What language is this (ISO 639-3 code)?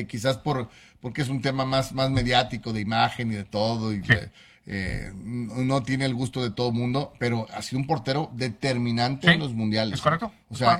spa